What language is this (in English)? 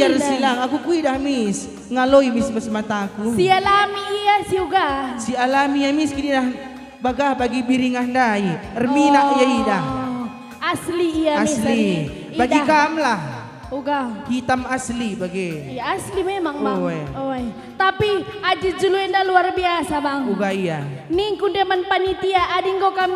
Batak Karo